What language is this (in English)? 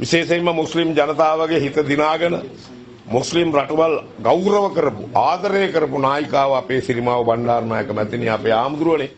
Sinhala